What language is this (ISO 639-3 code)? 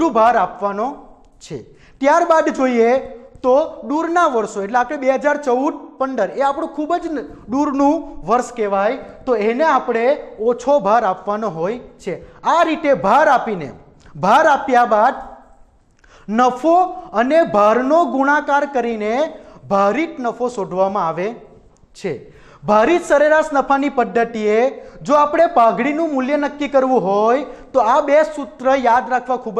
guj